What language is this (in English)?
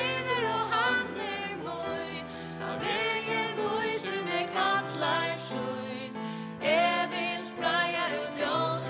Faroese